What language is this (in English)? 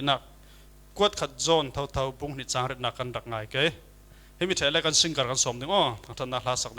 Falam Chin